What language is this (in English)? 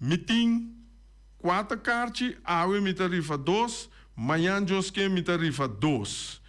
Papiamento